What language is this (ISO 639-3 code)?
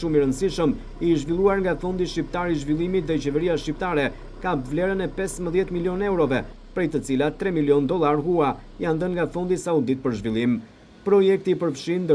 sqi